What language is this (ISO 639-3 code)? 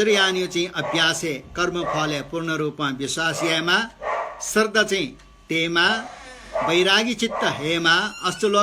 new